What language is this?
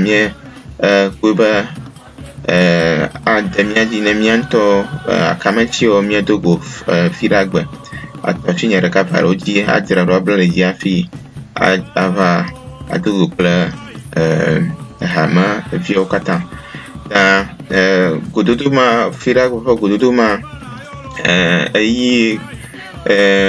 Ewe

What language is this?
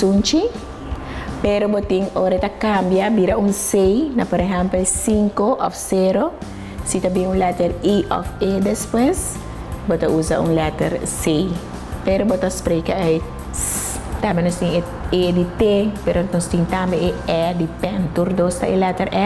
Papiamento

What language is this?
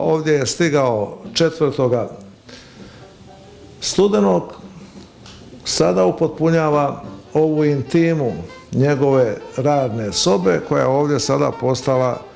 Croatian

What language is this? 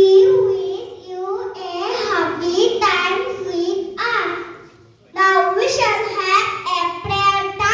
Kok Borok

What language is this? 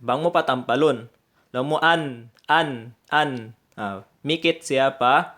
Tausug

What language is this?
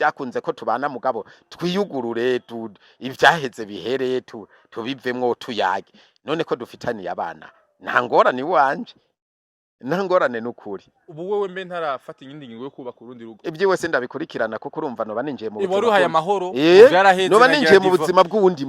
Rundi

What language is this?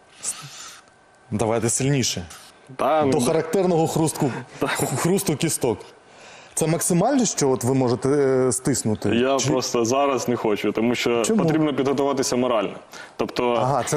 Ukrainian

